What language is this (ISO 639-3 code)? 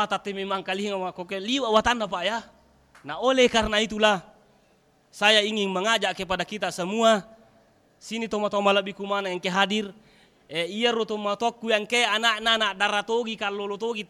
bug